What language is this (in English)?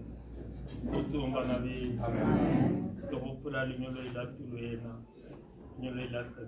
Tswana